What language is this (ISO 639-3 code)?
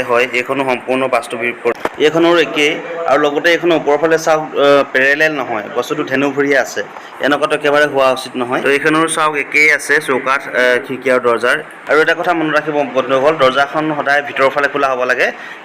asm